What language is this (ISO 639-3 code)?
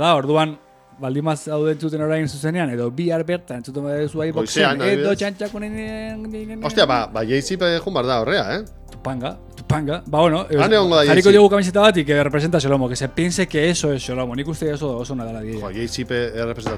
eus